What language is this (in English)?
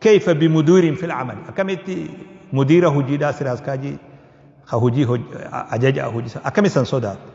Oromo